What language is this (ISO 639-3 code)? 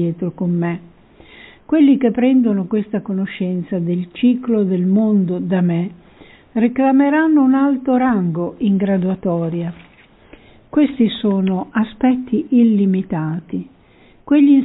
ita